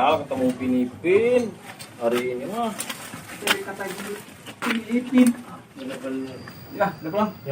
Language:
Betawi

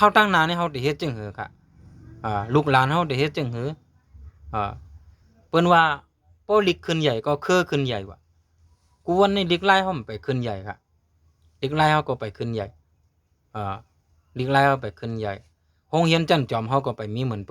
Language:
Shan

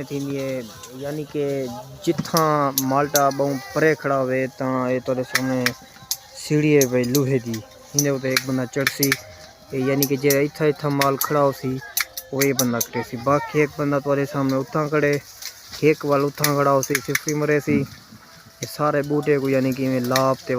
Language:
Saraiki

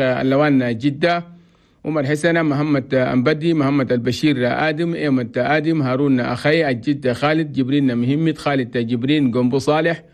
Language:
Chadian Arabic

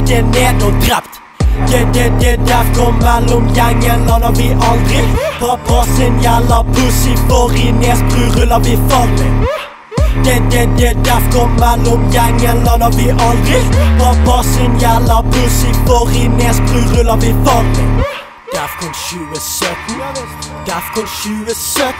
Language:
Norwegian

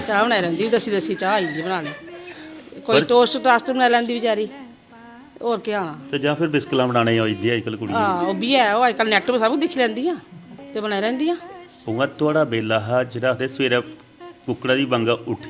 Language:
Dogri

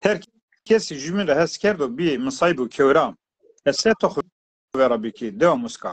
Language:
Zaza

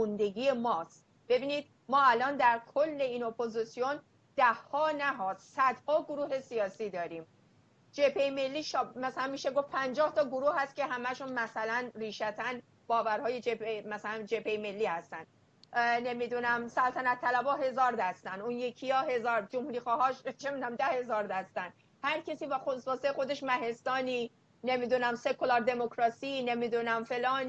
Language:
Persian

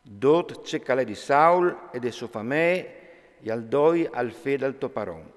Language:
Friulian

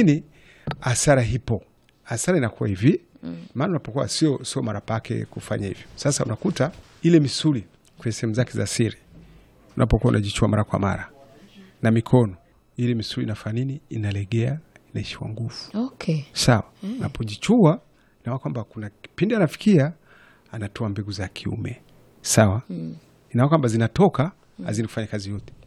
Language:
Swahili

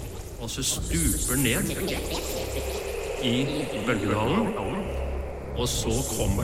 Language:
Norwegian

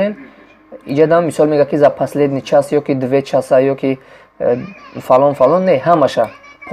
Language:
Tajik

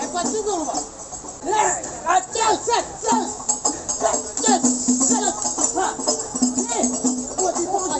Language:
Betawi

